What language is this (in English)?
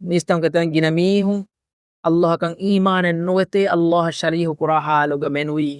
Divehi